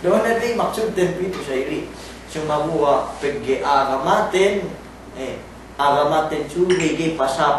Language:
Yakan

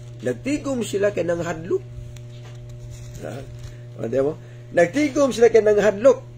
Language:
Cebuano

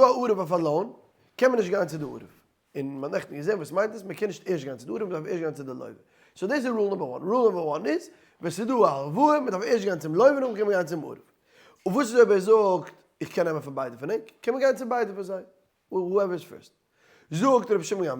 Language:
Yiddish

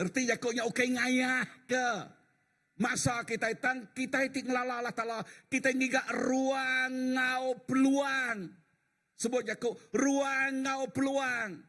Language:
Iban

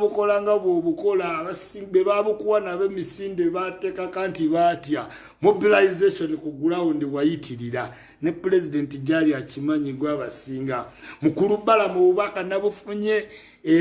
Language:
Ganda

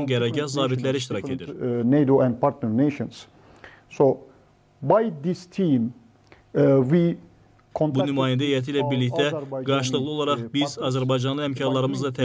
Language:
Azerbaijani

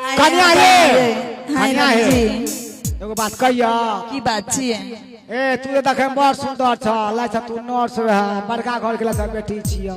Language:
Maithili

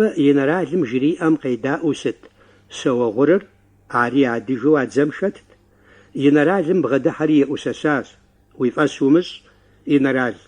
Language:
Kabardian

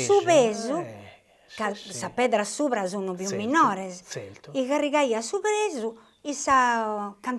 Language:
Sardinian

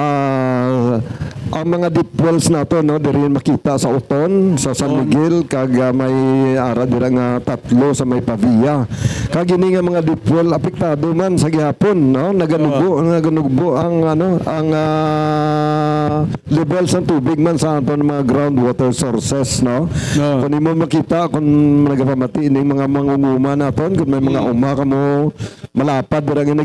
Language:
Hiligaynon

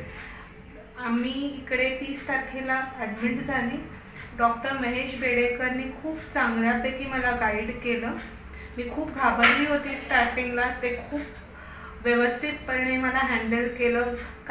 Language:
Marathi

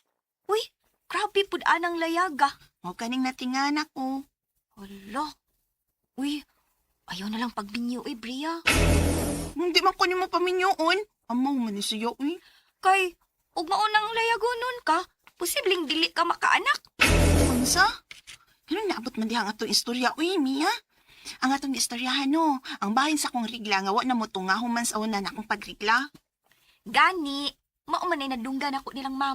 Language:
Cebuano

